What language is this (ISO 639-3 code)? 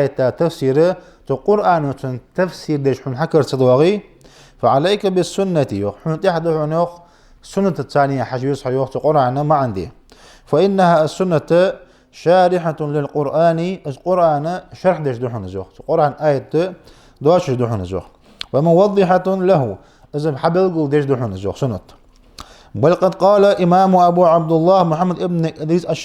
inh